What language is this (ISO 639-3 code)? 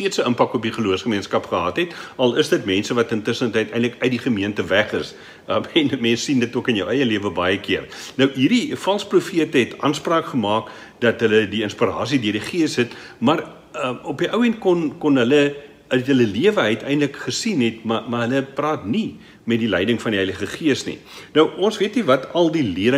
afr